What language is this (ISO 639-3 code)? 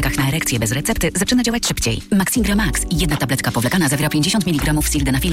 pol